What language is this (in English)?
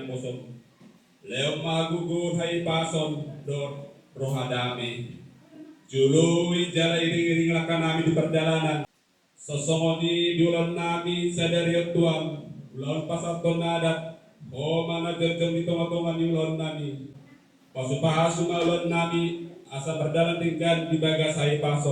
Batak Toba